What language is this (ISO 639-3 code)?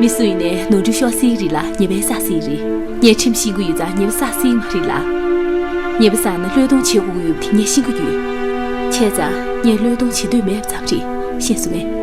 bod